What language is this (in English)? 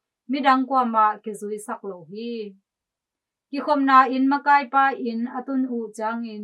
Tedim Chin